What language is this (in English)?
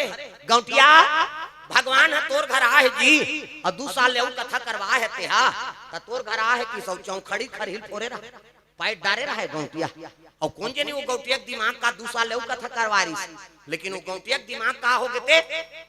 Chhattisgarhi